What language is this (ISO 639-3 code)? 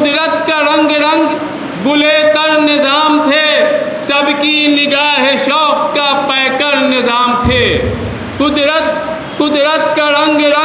urd